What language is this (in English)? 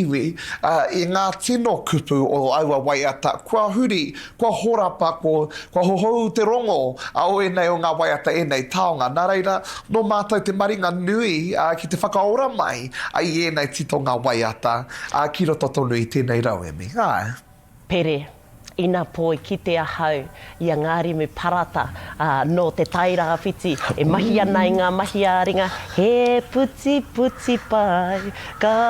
Māori